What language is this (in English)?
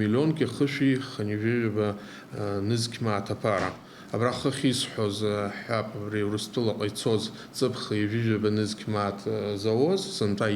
Abkhazian